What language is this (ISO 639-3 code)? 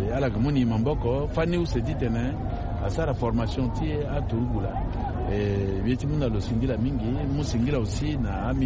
sag